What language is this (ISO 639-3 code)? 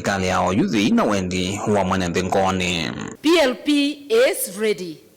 kam